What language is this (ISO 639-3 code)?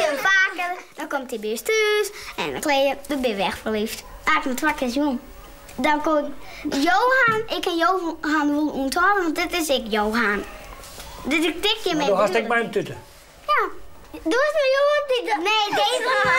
fry